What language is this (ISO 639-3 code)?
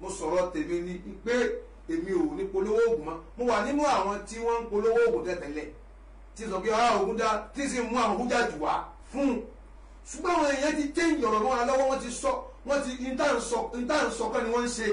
yor